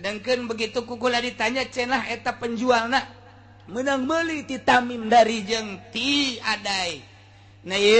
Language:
Sundanese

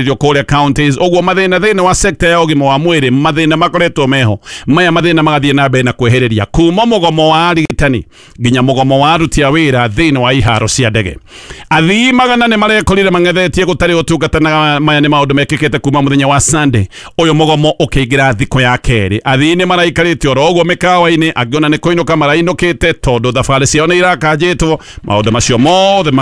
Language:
Kikuyu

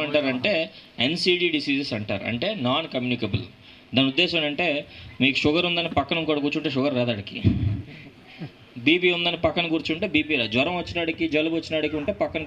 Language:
Telugu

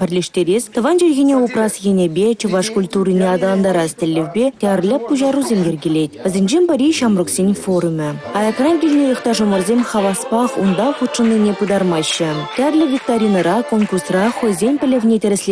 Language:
Chuvash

